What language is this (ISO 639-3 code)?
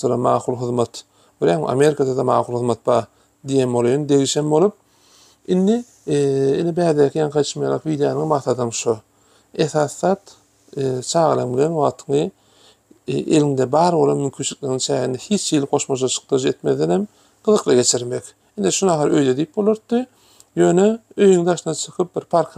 tuk